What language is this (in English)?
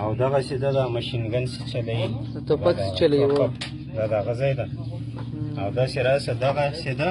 Pashto